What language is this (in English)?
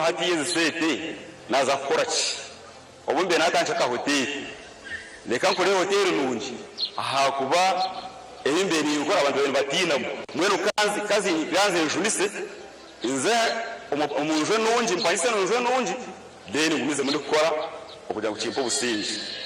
Nyankole